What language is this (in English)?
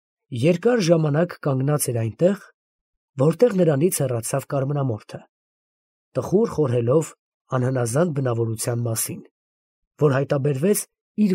Armenian